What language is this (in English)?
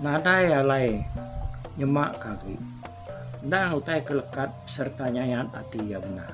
Iban